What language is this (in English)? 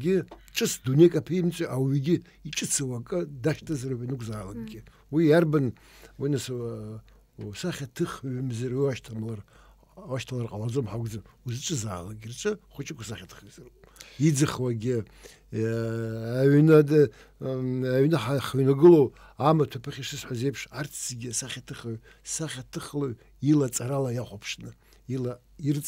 Abkhazian